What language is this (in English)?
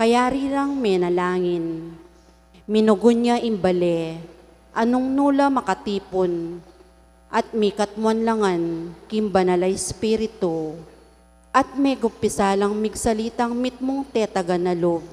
Pampanga